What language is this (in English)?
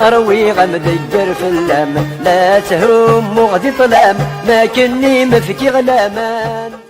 Kabyle